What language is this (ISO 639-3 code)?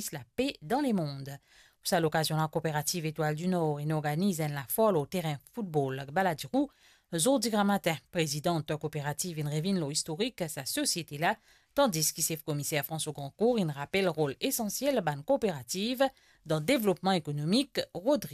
mfe